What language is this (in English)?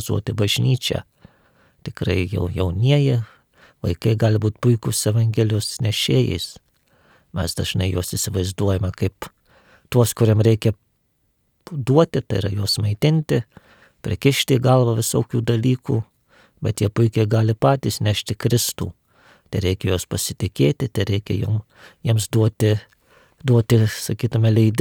Lithuanian